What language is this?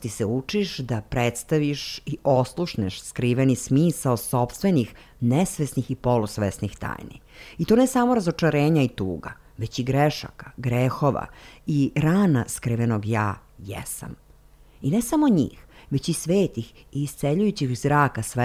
Serbian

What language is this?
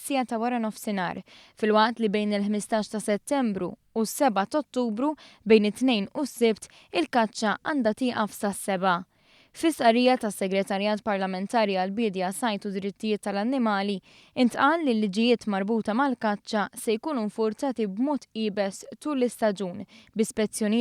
Maltese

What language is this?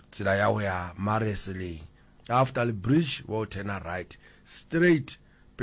Northern Sotho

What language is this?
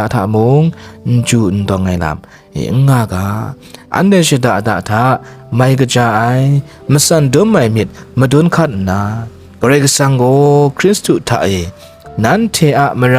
Kachin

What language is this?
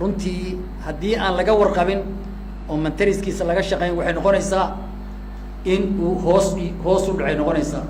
Somali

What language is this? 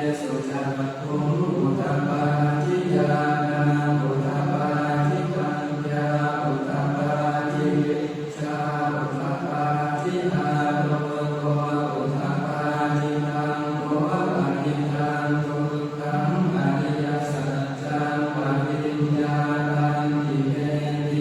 Pali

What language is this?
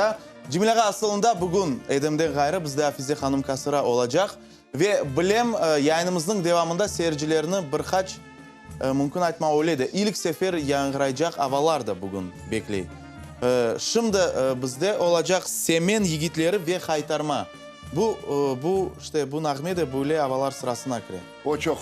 Crimean Tatar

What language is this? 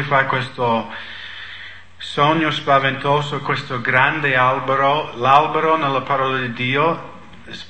Italian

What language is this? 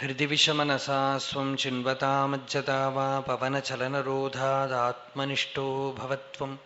Sanskrit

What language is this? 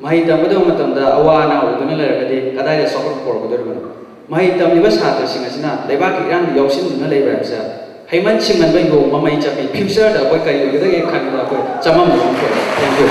Manipuri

